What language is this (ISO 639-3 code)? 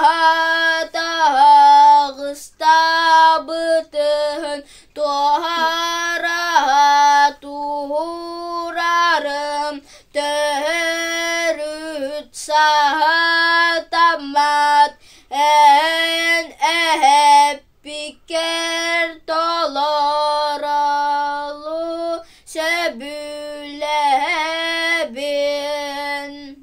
sah